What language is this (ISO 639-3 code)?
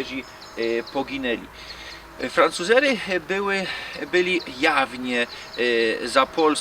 szl